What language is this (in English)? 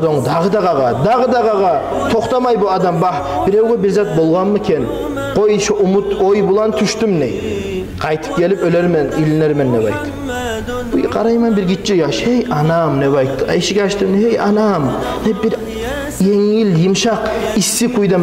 Kumyk